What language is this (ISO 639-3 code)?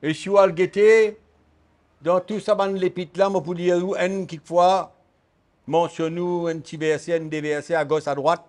mfe